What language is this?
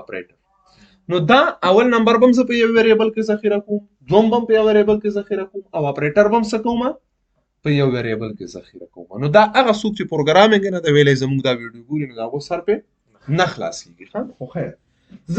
Pashto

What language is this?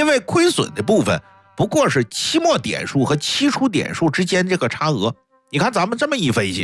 Chinese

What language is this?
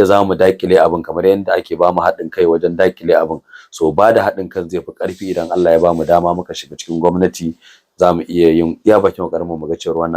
Hausa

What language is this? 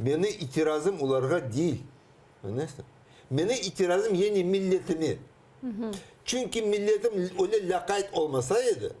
Crimean Tatar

